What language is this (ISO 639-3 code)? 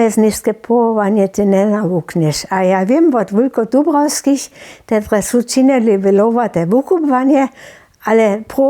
hsb